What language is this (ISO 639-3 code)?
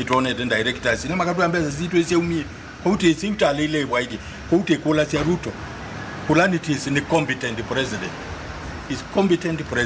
kam